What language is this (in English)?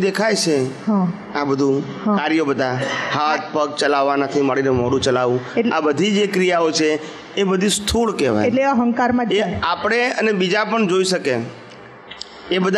Gujarati